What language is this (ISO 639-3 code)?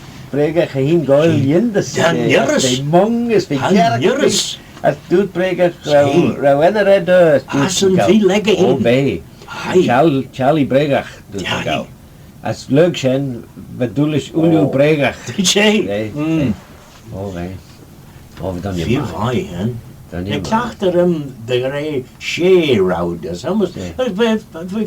glv